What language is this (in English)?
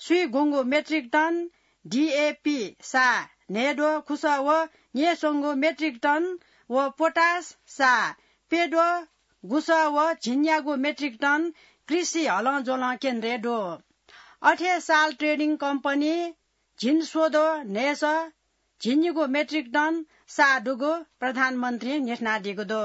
Newari